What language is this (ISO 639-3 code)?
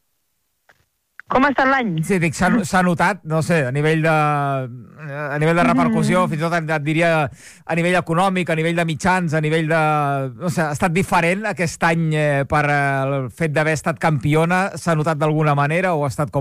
cat